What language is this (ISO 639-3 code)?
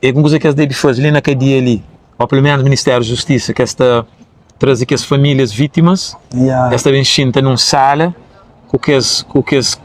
kea